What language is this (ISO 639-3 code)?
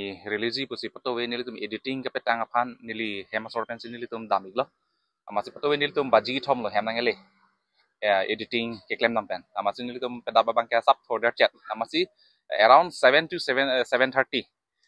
mjw